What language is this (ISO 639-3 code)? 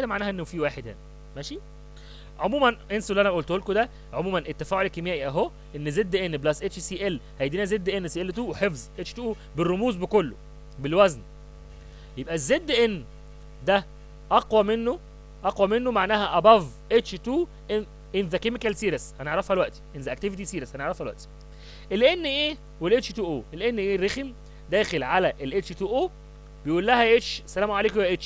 arz